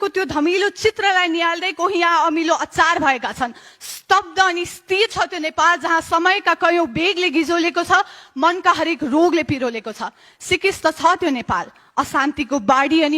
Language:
Nepali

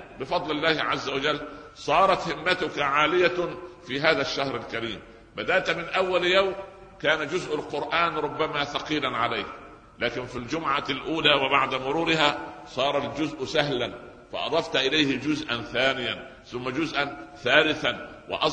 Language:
Arabic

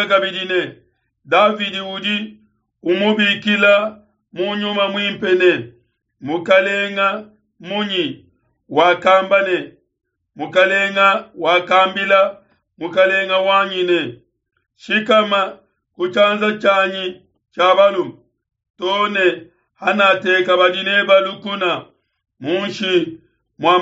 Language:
Luba-Lulua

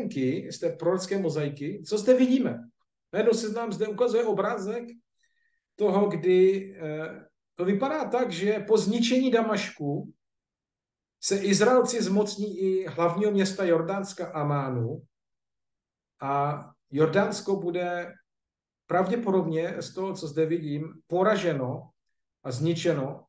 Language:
Czech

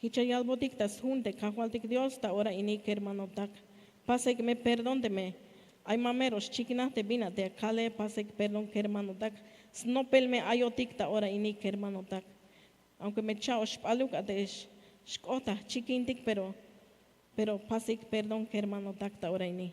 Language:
Tzeltal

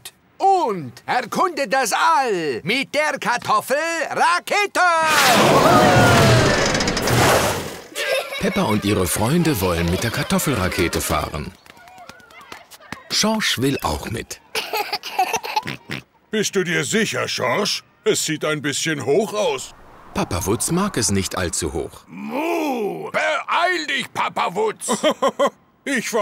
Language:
German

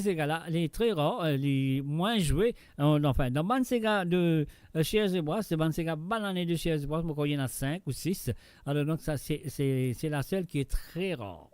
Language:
Morisyen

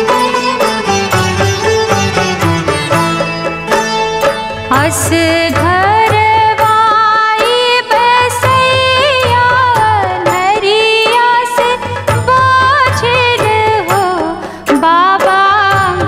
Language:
Bhojpuri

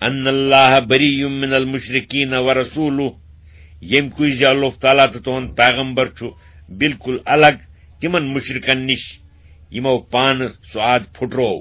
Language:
Kashmiri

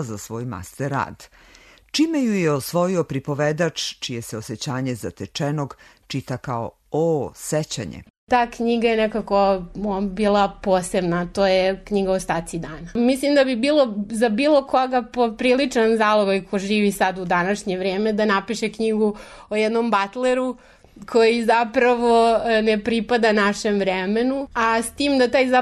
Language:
Serbian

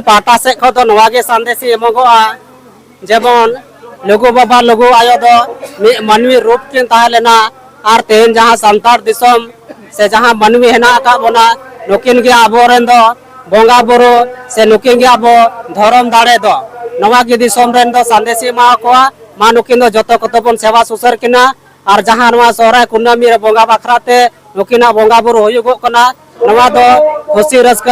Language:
Santali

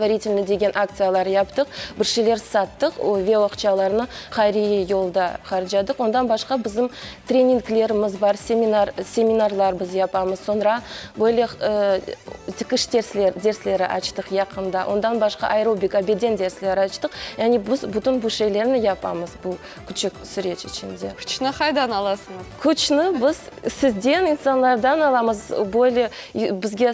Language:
Crimean Tatar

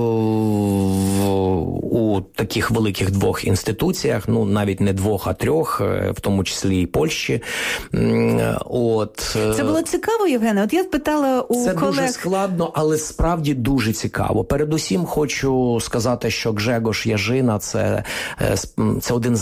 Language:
Ukrainian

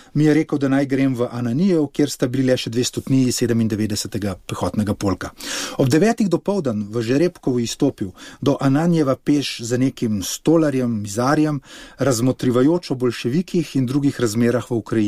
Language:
Slovenian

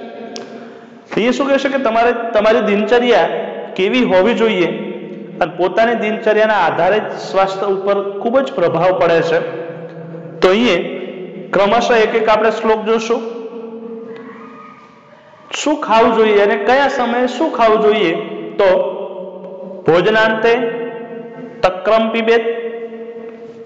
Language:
Gujarati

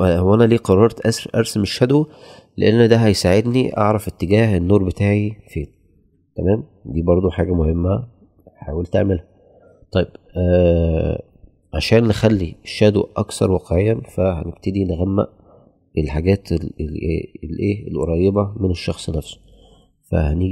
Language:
Egyptian Arabic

